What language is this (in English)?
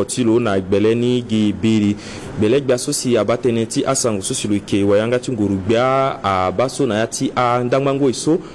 Sango